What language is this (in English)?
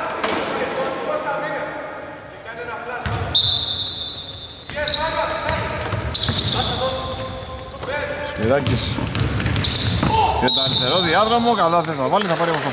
Greek